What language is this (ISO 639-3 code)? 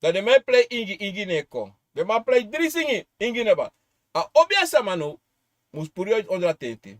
srn